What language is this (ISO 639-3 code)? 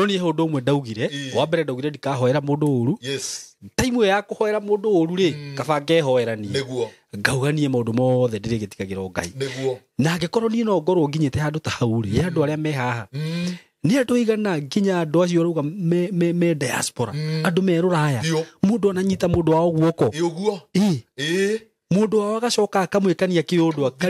kik